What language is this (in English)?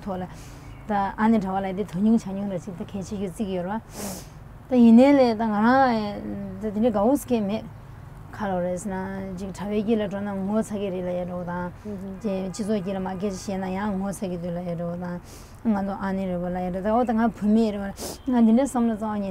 Tibetan